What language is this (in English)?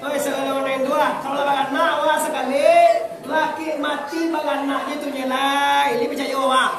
Minangkabau